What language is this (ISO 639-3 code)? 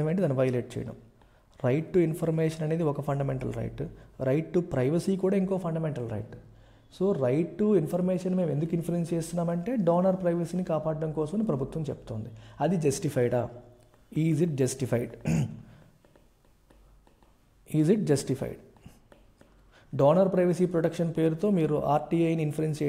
tel